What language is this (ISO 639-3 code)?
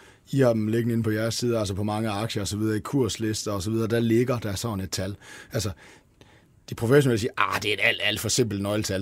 dan